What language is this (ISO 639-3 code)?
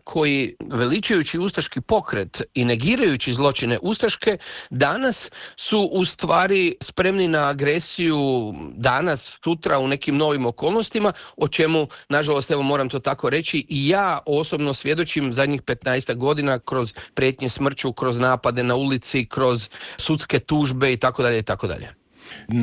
hrv